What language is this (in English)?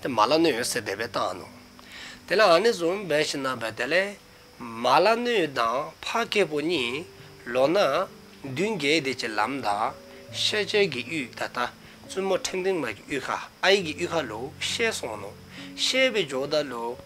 Dzongkha